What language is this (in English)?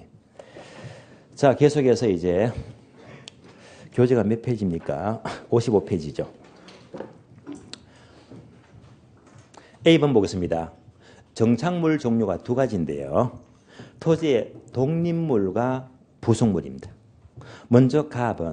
Korean